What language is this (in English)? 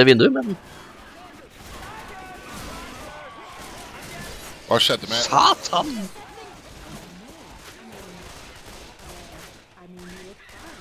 Norwegian